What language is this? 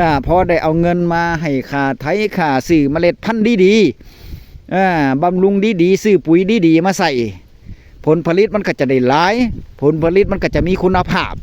Northeastern Thai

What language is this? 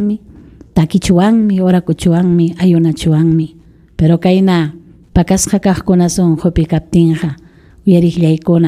Ayacucho Quechua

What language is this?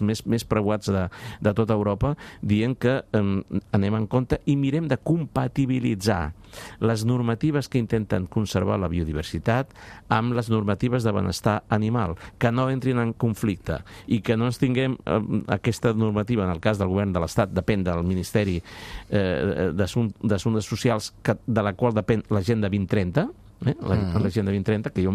Catalan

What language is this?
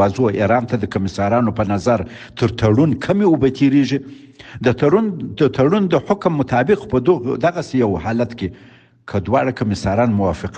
Pashto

